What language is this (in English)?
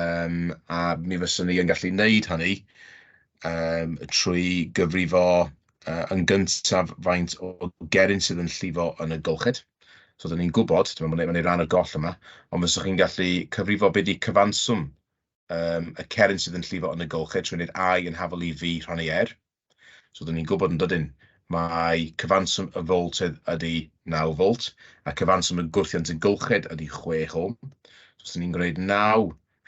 Welsh